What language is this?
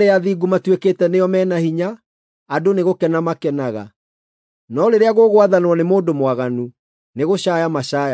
Kikuyu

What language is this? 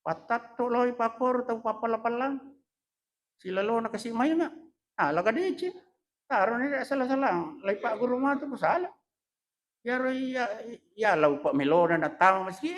Buginese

